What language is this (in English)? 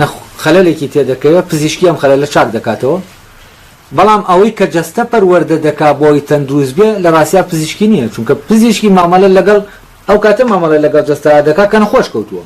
Central Kurdish